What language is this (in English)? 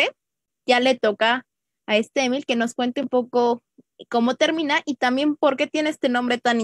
Spanish